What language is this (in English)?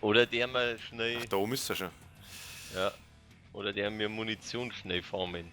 Bavarian